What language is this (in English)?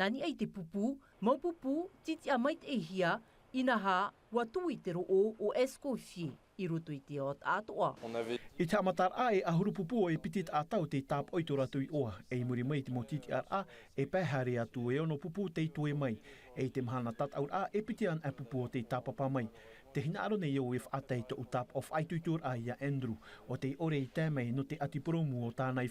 Tahitian